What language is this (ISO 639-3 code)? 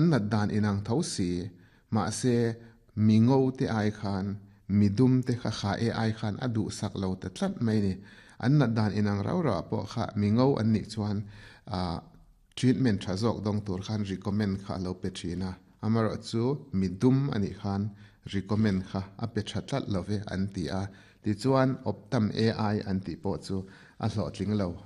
lus